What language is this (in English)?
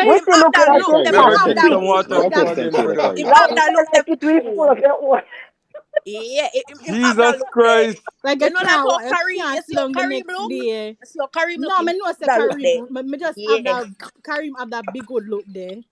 Jamaican Creole English